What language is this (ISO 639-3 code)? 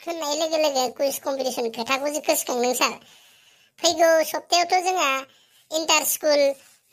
brx